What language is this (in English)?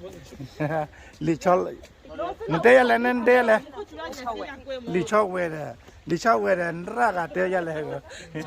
S'gaw Karen